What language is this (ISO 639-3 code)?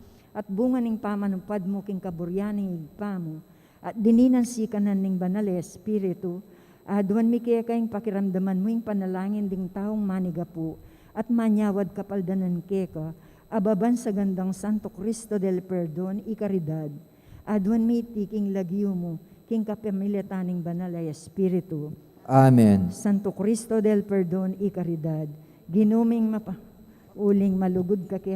pam